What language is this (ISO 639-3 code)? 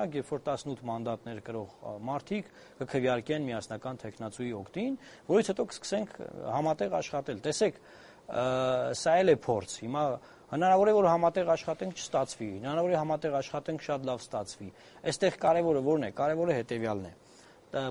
hye